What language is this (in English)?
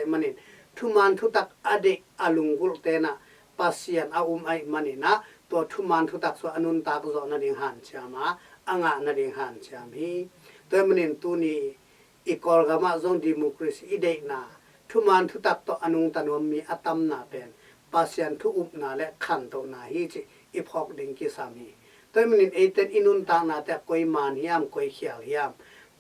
Tedim Chin